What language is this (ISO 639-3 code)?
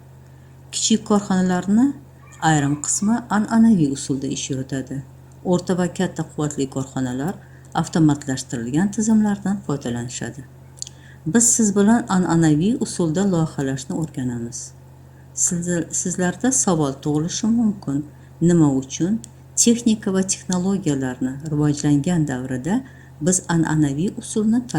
uzb